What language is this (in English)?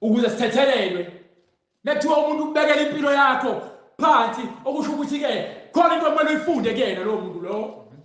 Zulu